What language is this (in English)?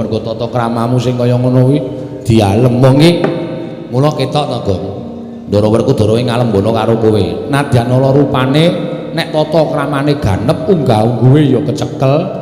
Javanese